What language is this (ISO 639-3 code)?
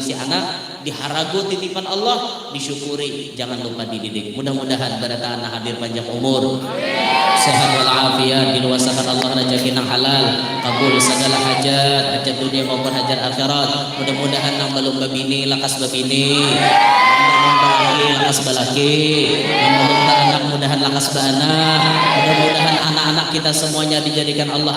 bjn